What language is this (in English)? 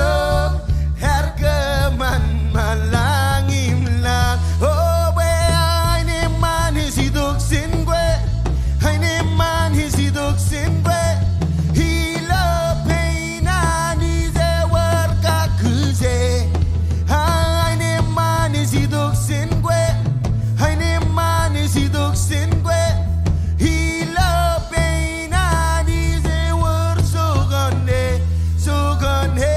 Marshallese